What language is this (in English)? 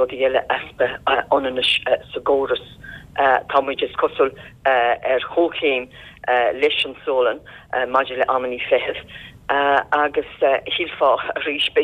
Irish